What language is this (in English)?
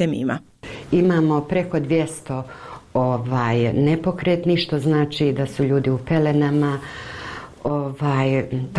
Bosnian